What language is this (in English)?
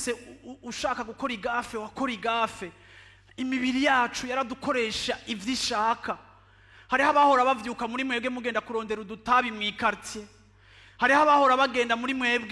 Rundi